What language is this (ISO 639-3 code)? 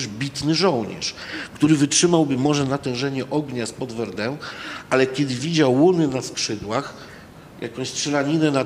pol